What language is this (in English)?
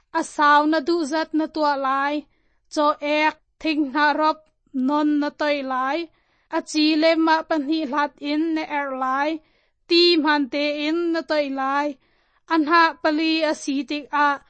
Hakha Chin